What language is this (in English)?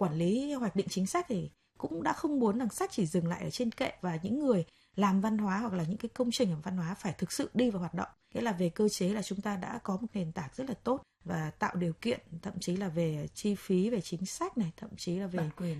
Vietnamese